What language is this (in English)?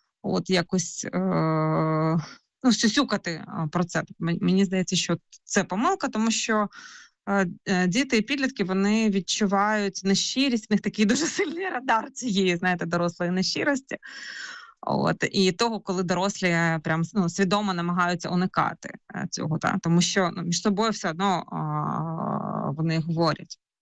Ukrainian